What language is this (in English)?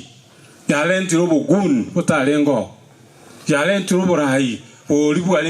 Gusii